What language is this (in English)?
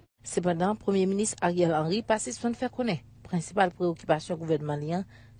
Haitian Creole